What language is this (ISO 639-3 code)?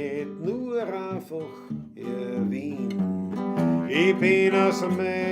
bar